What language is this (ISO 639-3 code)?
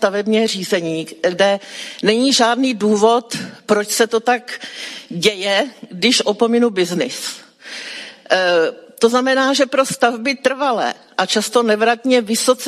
ces